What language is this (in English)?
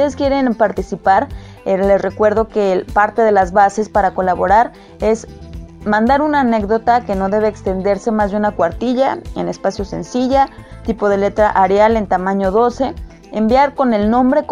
Spanish